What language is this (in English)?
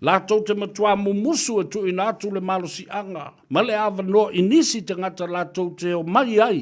Samoan